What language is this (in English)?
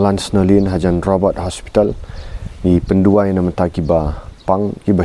Khasi